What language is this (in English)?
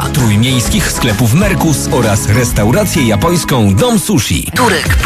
Polish